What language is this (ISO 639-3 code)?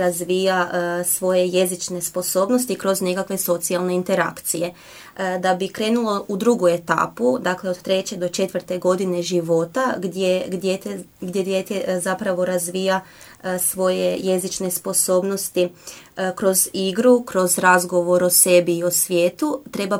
hrv